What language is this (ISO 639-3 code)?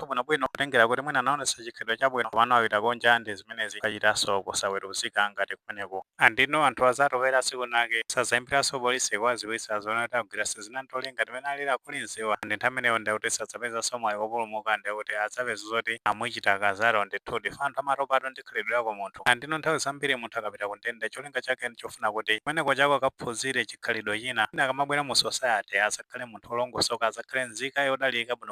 nya